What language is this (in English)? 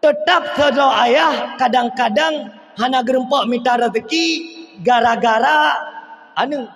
Achinese